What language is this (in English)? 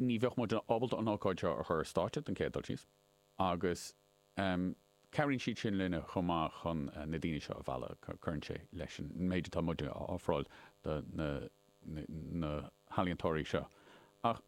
Irish